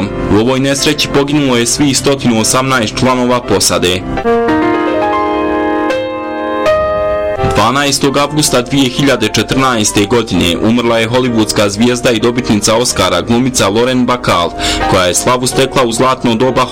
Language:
Bosnian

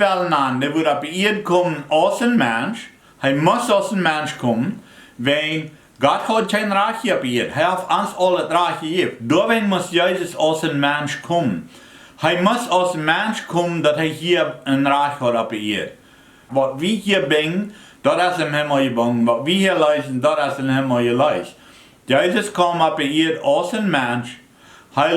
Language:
Plautdietsch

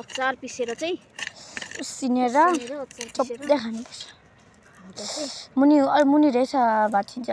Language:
Nepali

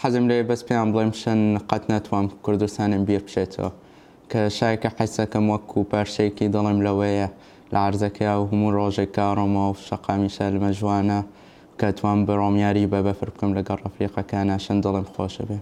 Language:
Central Kurdish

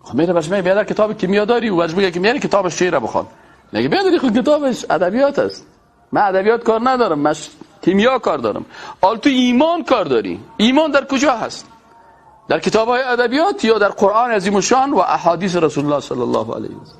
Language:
Persian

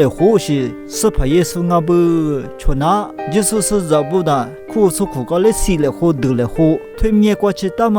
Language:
Lisu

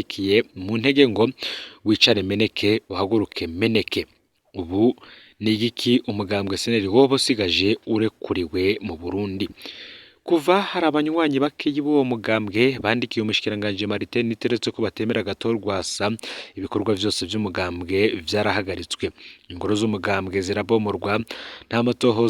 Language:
Rundi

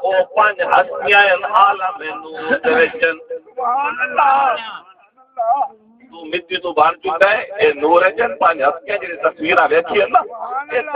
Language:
Saraiki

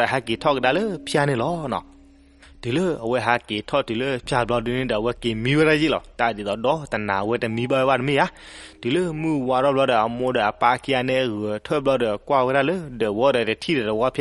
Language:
S'gaw Karen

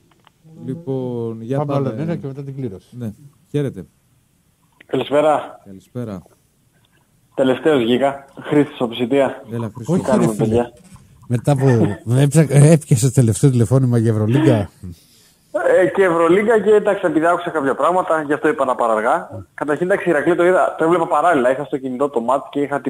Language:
Greek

